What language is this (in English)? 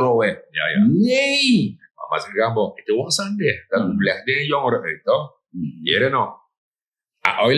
Sranan Tongo